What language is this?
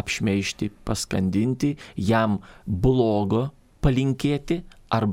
Lithuanian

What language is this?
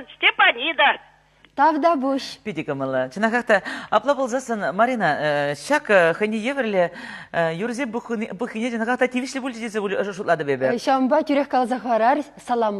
Chuvash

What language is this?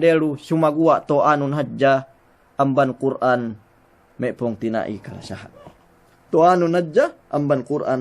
Yakan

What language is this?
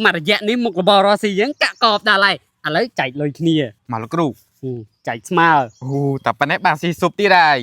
Khmer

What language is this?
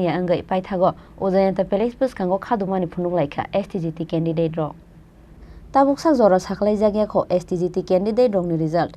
Kok Borok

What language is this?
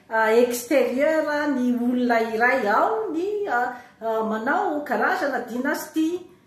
Malagasy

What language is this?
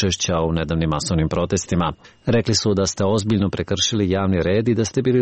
Serbian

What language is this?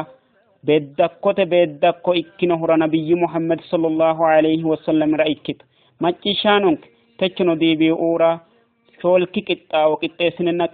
Sidamo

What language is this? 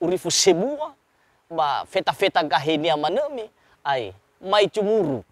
Nias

